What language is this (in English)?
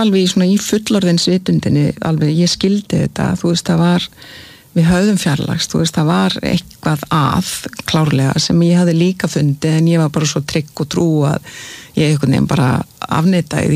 Icelandic